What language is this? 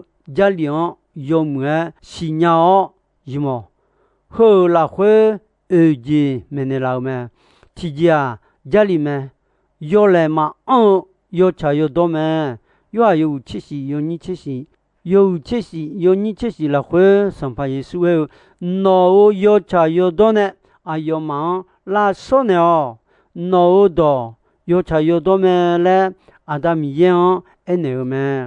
Akha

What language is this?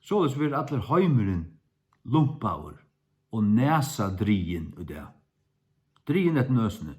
Faroese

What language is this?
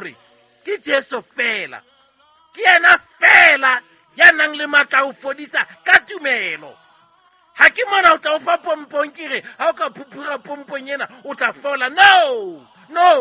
Southern Sotho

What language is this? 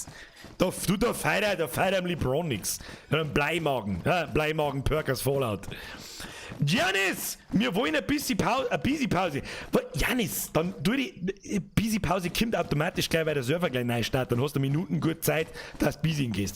Bavarian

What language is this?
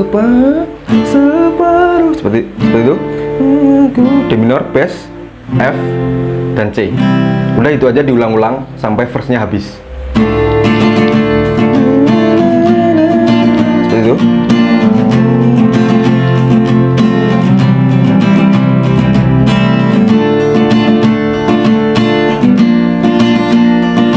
Indonesian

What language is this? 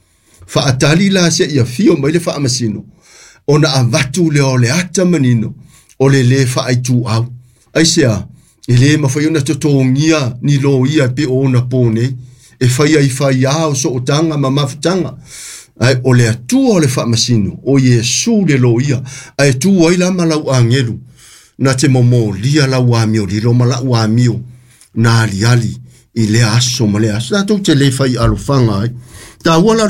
Samoan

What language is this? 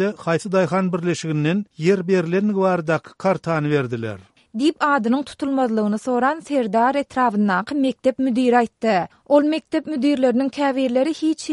Turkmen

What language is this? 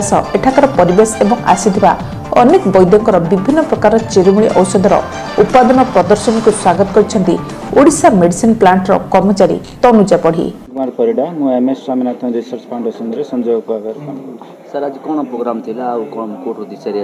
Odia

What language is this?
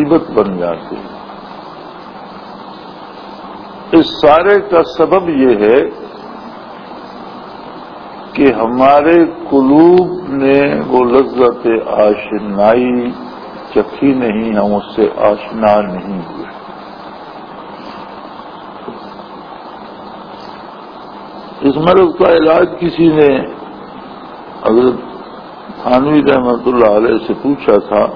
Urdu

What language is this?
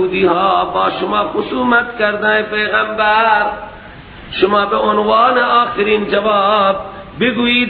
Persian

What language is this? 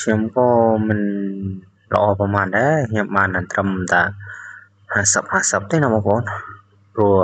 Khmer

